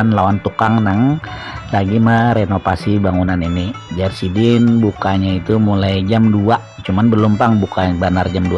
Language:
Banjar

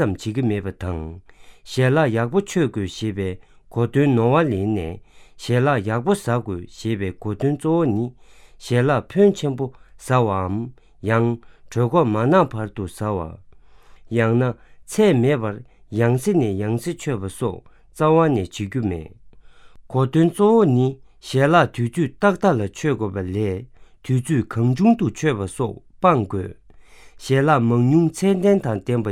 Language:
Tibetan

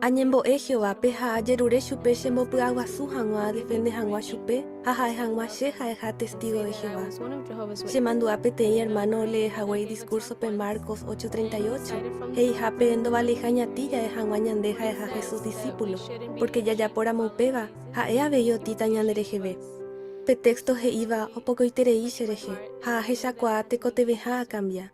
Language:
Guarani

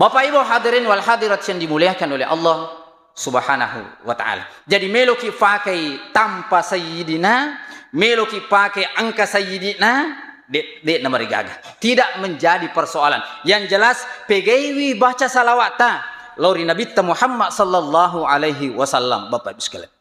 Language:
Buginese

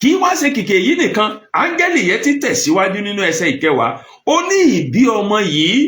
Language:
Yoruba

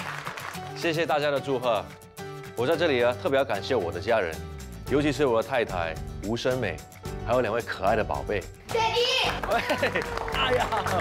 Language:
Chinese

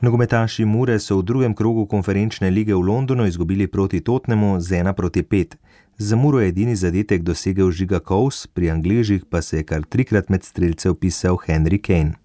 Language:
Slovenian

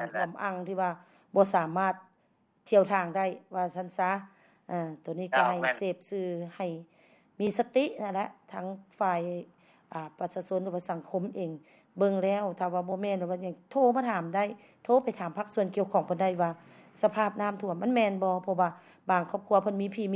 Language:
Lao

